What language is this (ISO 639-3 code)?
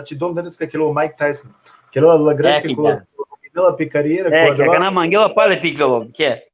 rmn